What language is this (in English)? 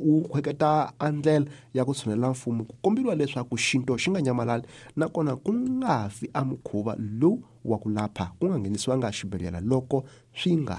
Tsonga